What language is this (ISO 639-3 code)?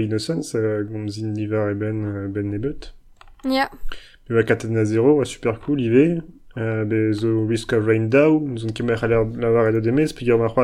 bre